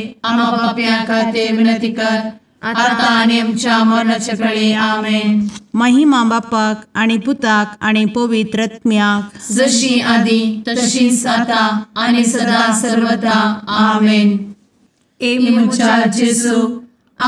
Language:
Konkani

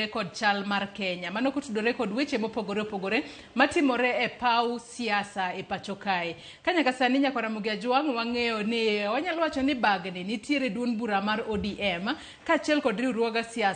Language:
Luo (Kenya and Tanzania)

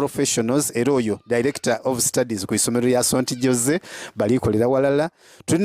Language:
Soga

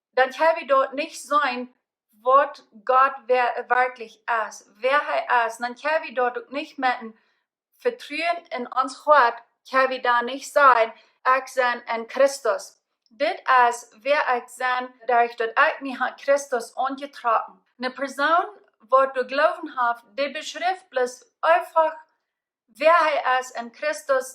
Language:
Plautdietsch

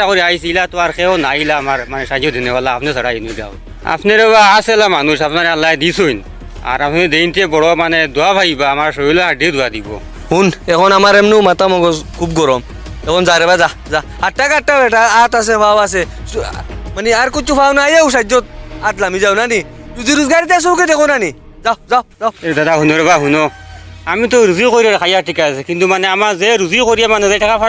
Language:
Sylheti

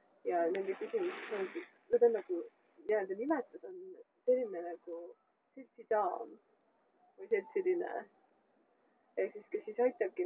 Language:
Estonian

